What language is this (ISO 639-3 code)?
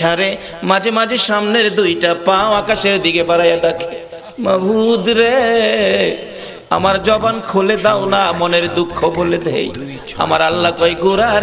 ben